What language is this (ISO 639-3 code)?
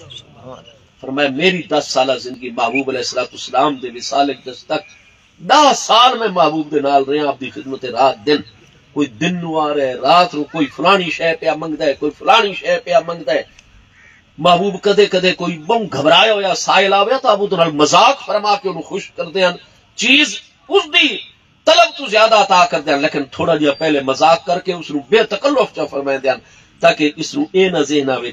skr